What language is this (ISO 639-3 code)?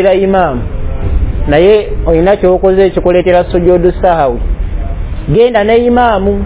lug